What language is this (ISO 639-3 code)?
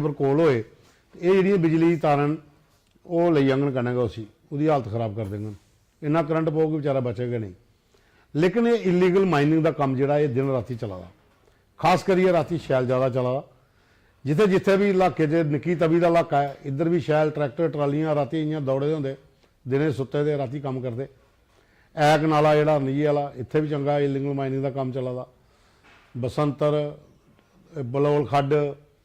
doi